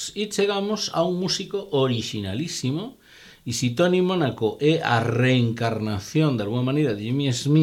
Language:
Galician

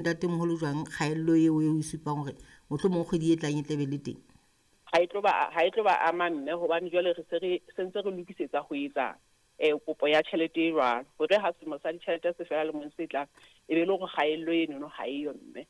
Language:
Southern Sotho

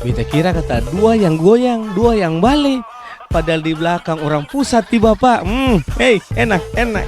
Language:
Ambonese Malay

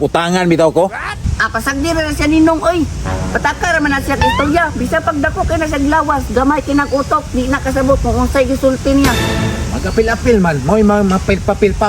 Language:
Cebuano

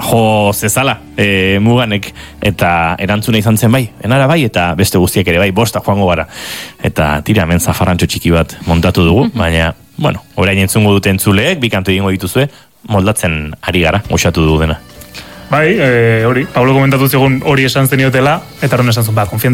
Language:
Basque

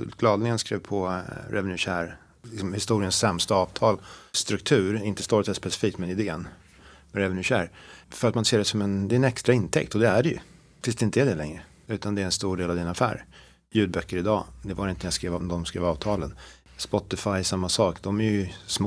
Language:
Swedish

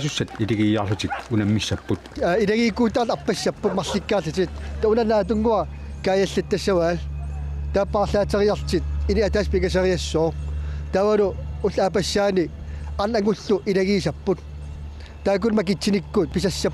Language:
Kalaallisut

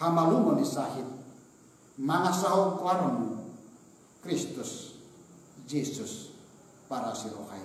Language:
Batak Toba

